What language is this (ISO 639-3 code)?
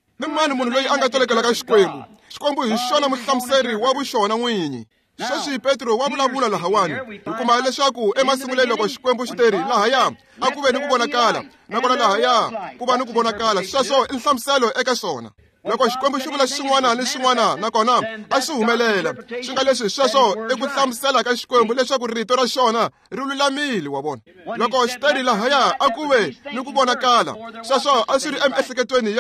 tso